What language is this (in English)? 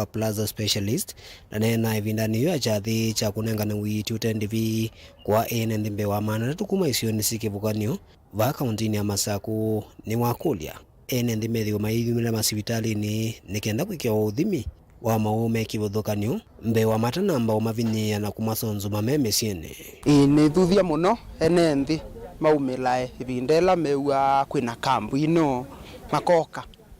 Kamba